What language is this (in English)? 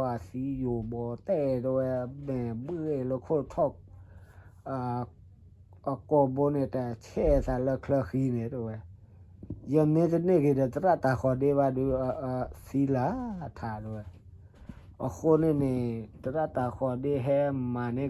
S'gaw Karen